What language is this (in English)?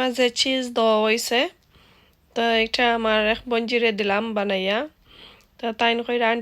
Sylheti